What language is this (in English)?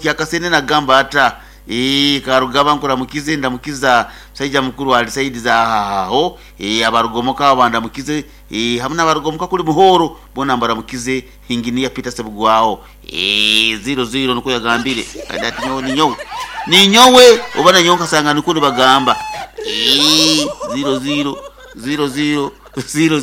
Nyoro